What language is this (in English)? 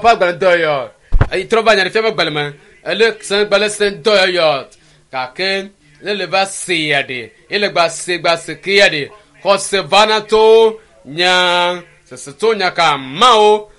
Ewe